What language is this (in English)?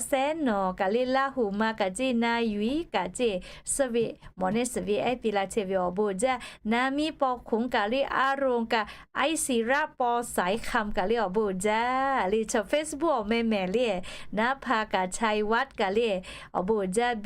Lahu